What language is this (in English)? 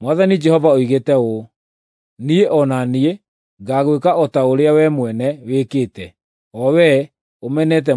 Kikuyu